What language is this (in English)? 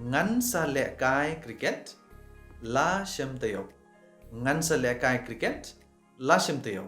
Khasi